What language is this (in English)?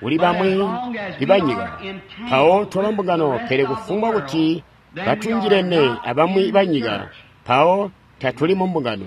Tonga (Zambia)